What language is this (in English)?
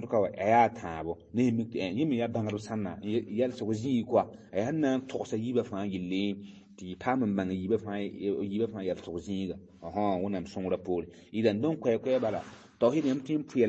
Mossi